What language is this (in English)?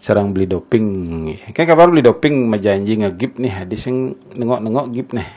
Balinese